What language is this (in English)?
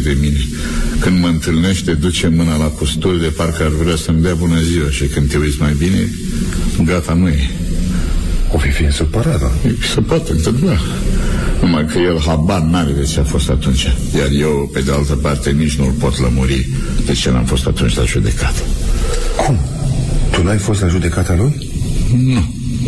Romanian